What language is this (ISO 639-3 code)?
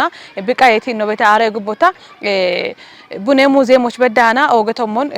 kbr